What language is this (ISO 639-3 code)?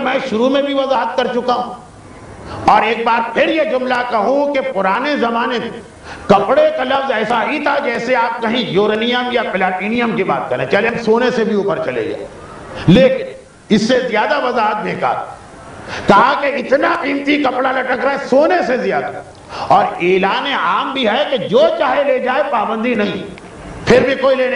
urd